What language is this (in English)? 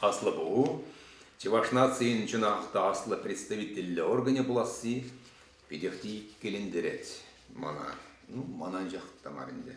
Chuvash